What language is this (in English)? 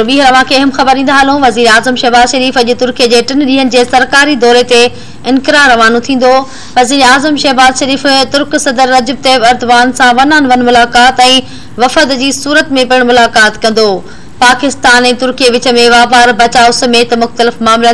Sindhi